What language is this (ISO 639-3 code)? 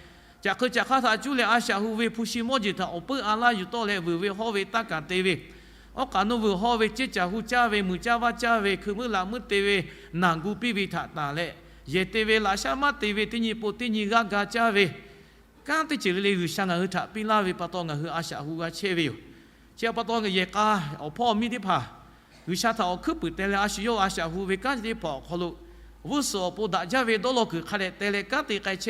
lhu